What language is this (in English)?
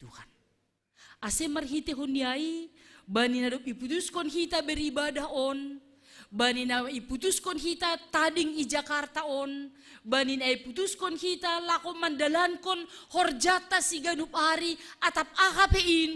Batak Simalungun